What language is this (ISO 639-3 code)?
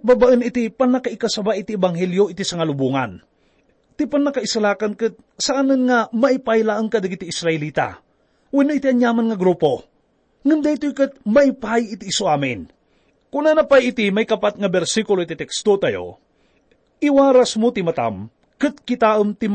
ilo